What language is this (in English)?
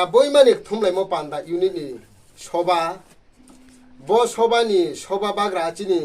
Riang (India)